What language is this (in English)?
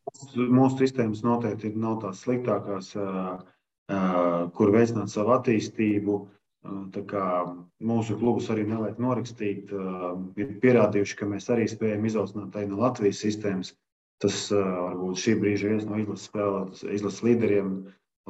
Latvian